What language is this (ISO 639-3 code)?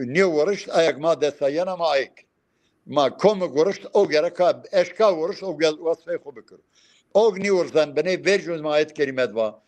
zza